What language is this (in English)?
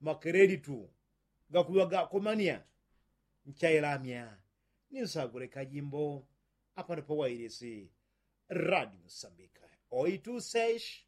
Yao